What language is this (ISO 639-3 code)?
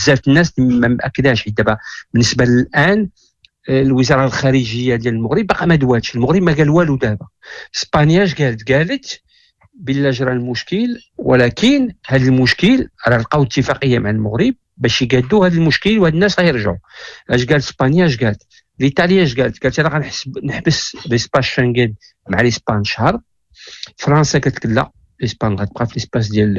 ary